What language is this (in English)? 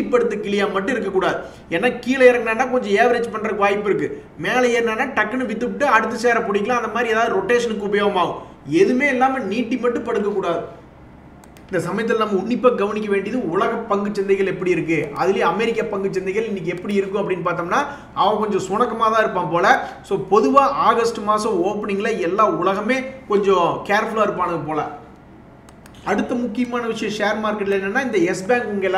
Tamil